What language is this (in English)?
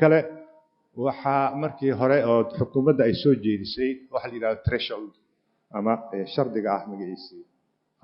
Somali